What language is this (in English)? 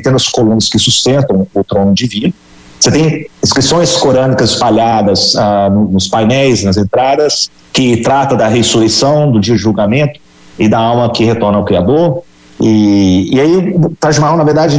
Portuguese